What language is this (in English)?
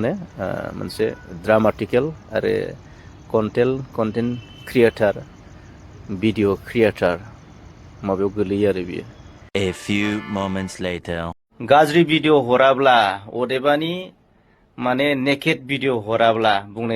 Bodo